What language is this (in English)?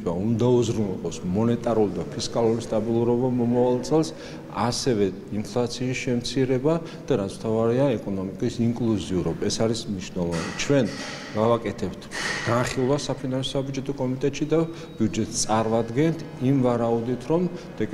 Georgian